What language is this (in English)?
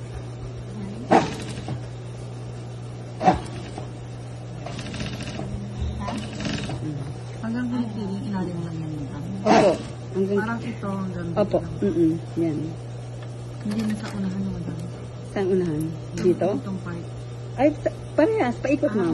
Filipino